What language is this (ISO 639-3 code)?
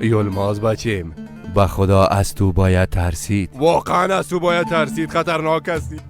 fas